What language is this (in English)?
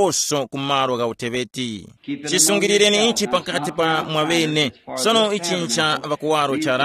Tumbuka